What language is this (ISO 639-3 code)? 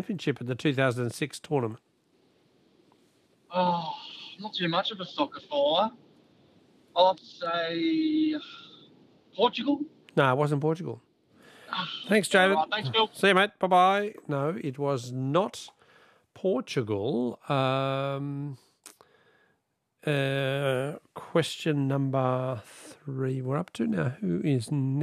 eng